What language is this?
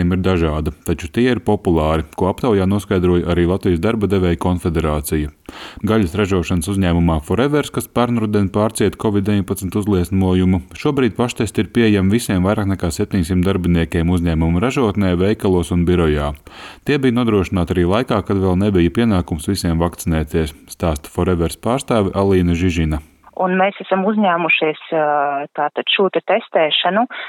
Latvian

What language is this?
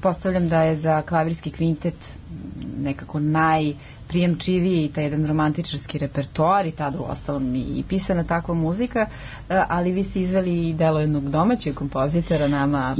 Serbian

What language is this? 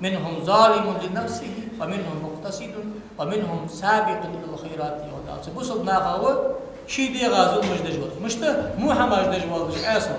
Ingush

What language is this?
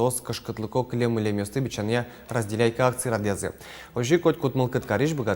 Udmurt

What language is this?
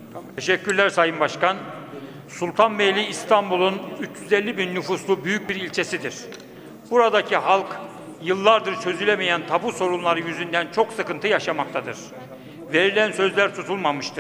Turkish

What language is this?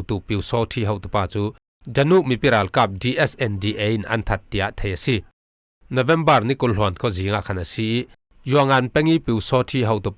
Falam Chin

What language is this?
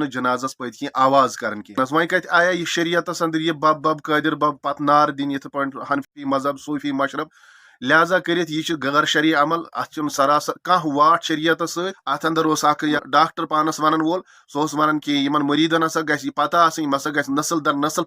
Kashmiri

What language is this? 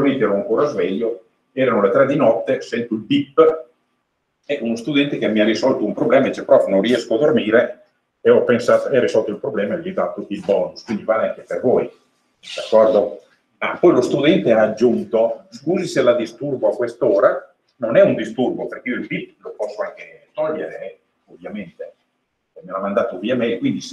Italian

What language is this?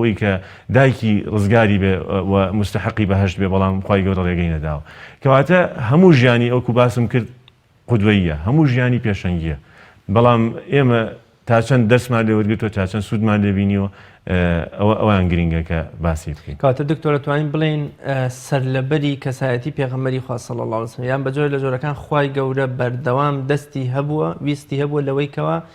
Central Kurdish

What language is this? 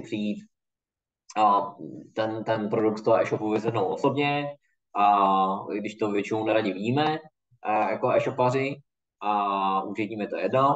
Czech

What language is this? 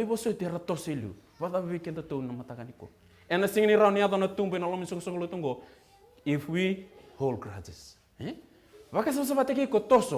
Fijian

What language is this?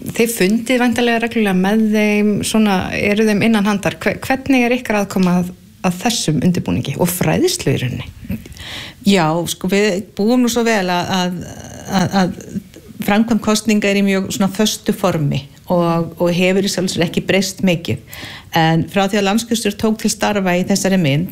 Icelandic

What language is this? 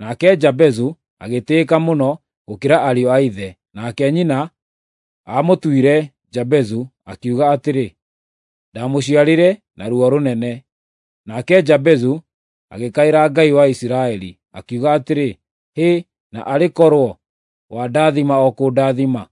Kikuyu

